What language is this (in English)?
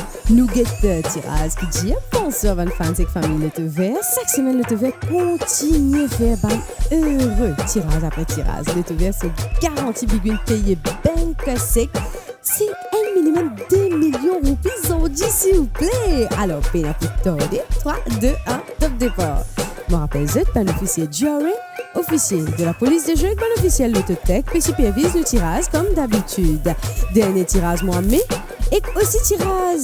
Morisyen